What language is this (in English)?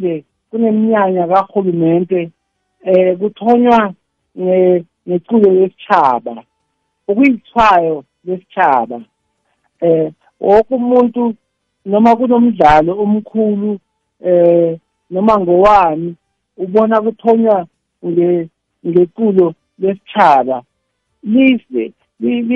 South Ndebele